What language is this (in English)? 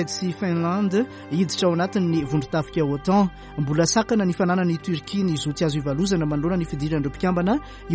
Malagasy